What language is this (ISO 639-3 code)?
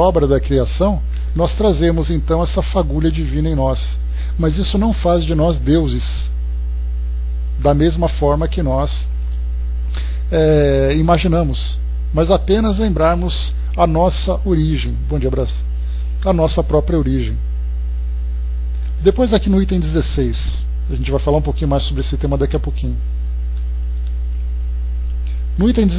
por